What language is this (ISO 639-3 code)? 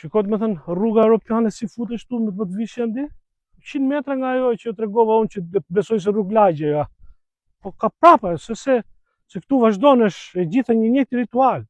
sqi